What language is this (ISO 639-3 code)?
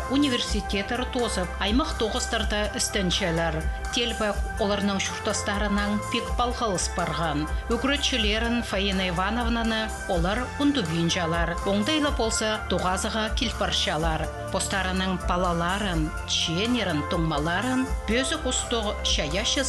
kjh